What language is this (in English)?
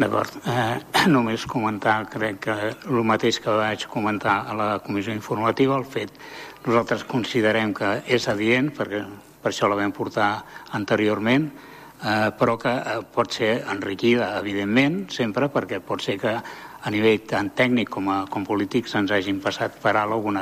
Catalan